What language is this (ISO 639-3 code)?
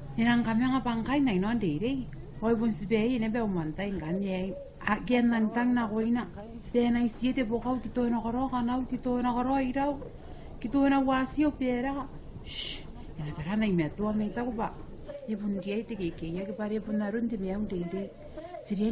gil